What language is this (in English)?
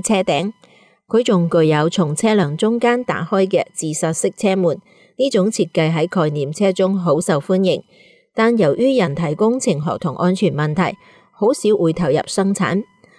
Cantonese